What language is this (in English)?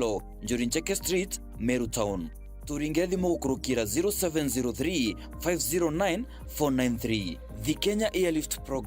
Meru